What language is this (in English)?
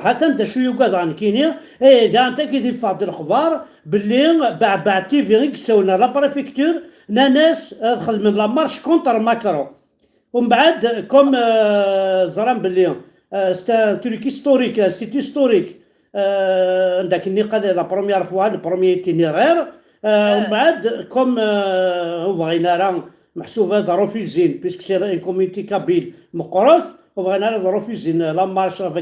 Kabyle